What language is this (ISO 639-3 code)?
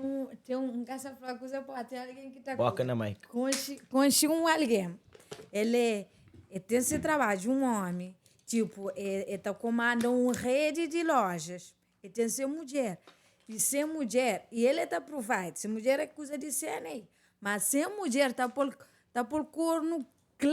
kea